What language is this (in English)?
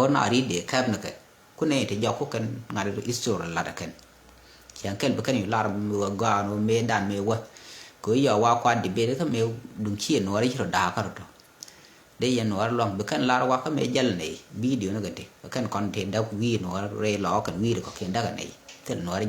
Nuer